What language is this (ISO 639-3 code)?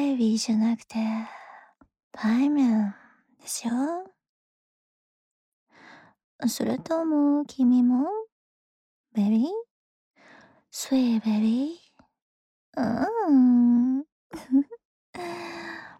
jpn